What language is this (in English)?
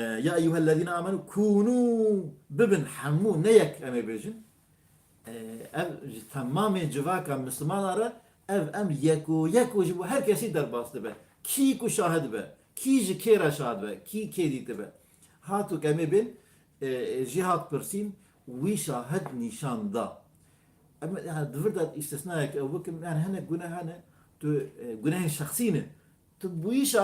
Kurdish